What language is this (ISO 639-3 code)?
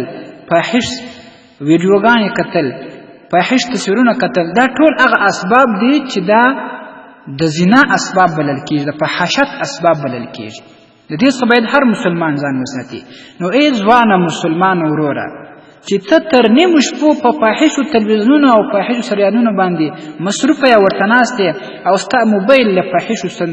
pus